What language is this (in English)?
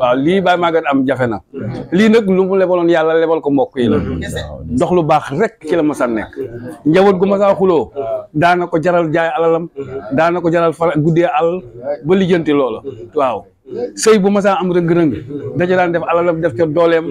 Wolof